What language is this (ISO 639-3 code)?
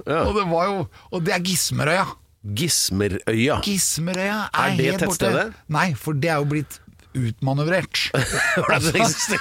nor